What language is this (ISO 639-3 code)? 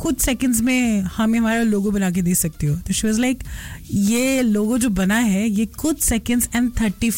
hin